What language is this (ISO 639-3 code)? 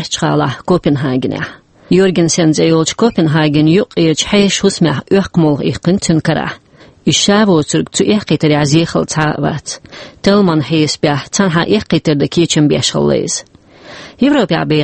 che